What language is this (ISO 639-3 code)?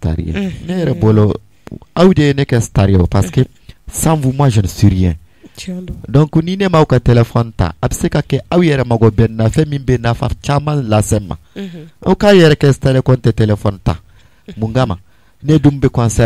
bam